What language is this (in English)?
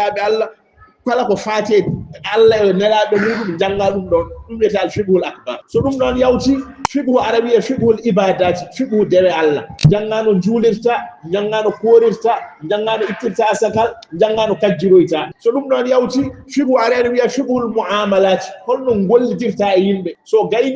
Fula